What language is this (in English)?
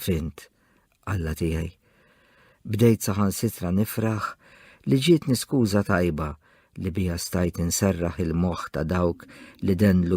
Maltese